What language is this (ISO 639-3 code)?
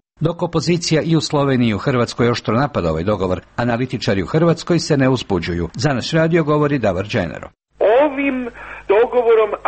hrv